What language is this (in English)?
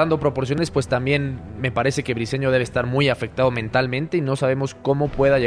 Spanish